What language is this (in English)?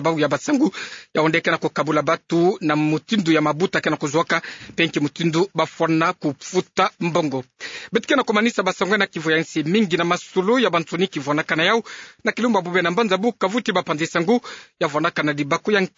Kituba (Democratic Republic of Congo)